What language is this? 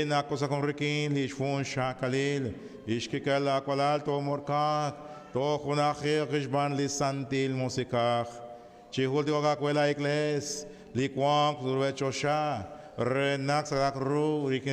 Kekchí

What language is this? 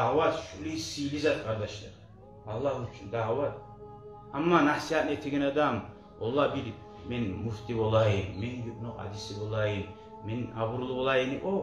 Kumyk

